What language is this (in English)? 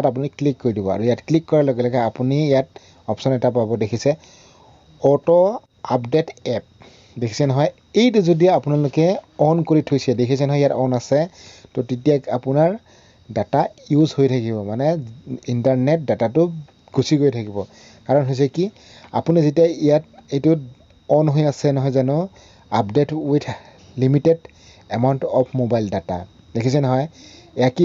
Assamese